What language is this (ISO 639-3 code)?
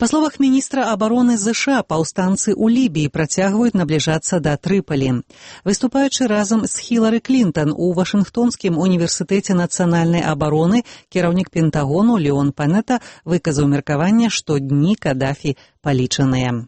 bel